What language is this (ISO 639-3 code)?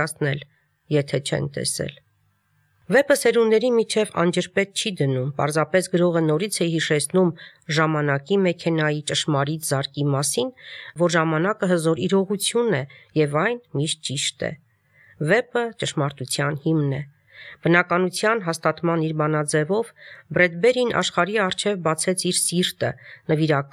hye